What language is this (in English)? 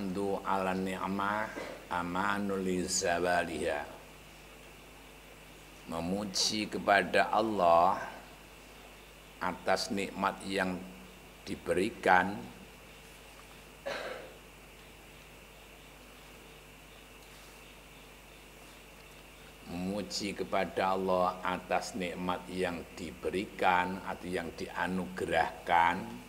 Javanese